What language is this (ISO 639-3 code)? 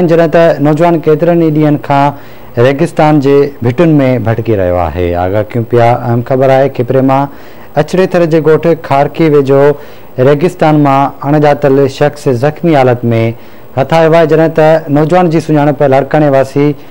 snd